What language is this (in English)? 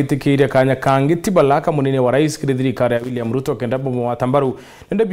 Meru